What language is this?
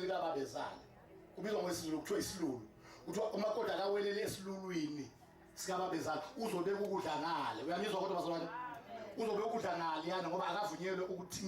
Zulu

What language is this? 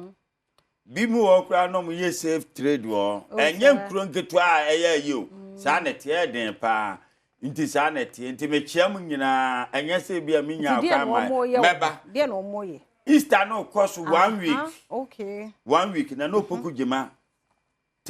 Akan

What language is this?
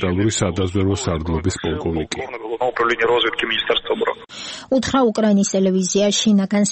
Georgian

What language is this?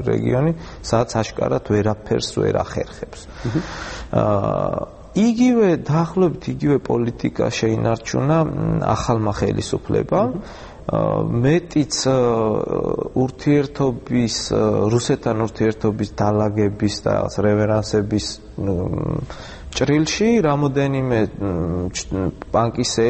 Georgian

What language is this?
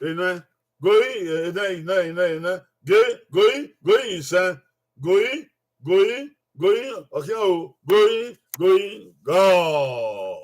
Bini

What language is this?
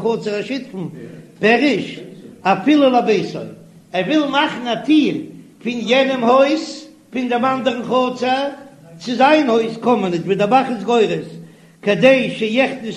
Yiddish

